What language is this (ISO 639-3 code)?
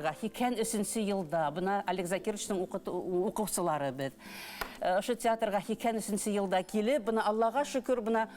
bak